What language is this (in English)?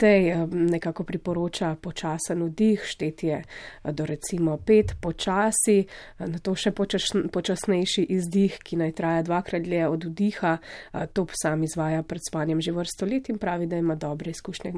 Slovenian